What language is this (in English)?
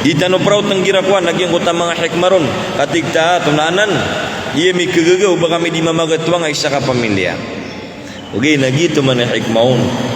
Maranao